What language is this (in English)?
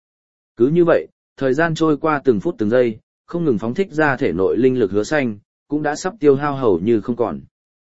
Vietnamese